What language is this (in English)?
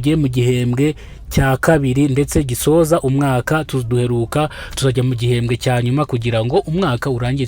Kinyarwanda